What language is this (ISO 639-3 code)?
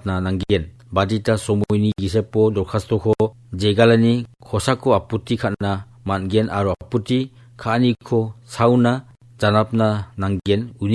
grt